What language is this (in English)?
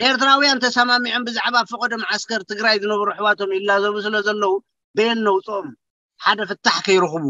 Tigrinya